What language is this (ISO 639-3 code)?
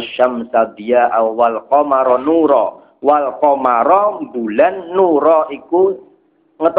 jav